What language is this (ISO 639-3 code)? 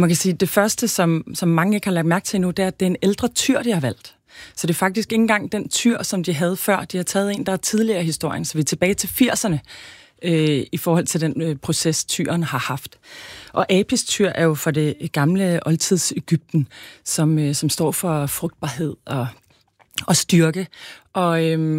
dan